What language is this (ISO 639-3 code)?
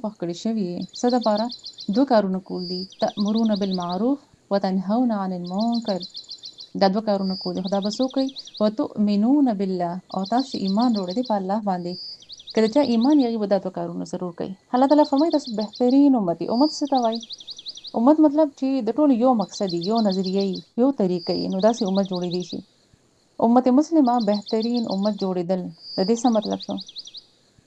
pus